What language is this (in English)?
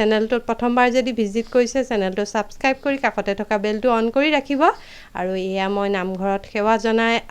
Assamese